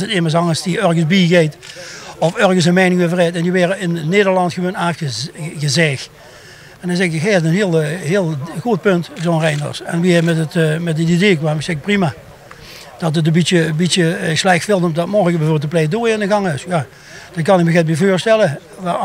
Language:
Limburgish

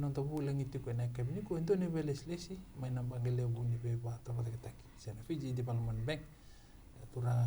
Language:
Fijian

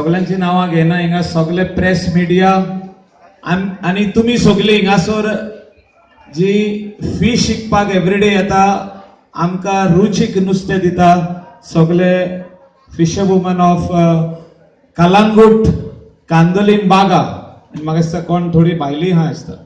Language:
Konkani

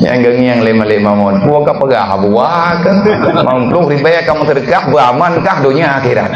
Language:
Achinese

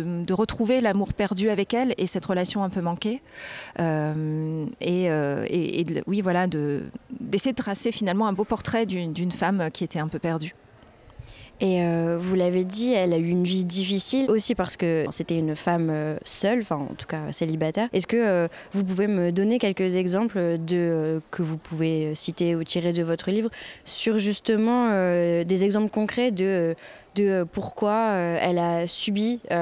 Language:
French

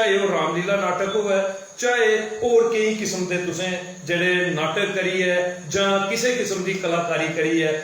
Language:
Dogri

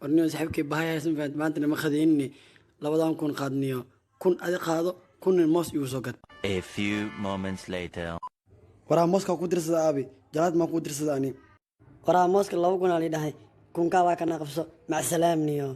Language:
Somali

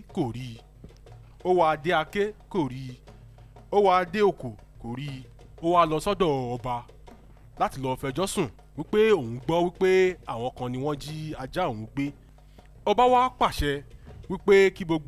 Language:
Yoruba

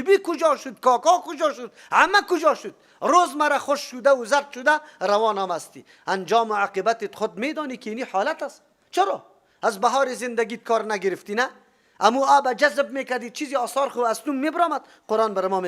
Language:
Persian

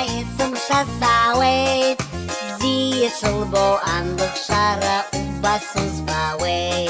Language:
Abkhazian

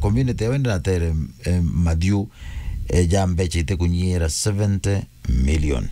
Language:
Meru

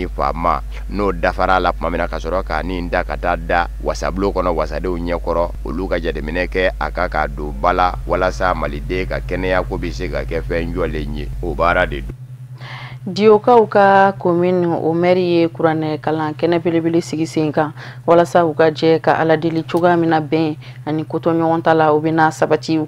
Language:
Bambara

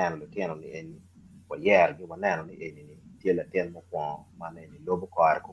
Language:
Acoli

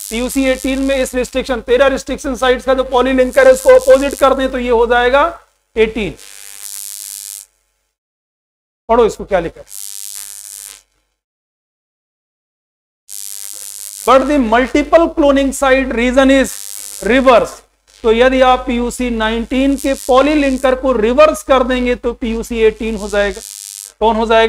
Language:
Hindi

